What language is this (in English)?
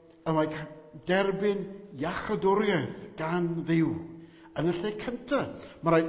Welsh